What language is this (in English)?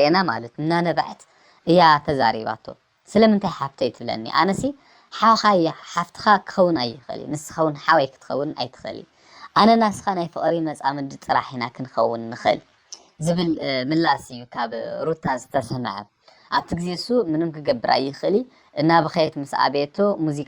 Tigrinya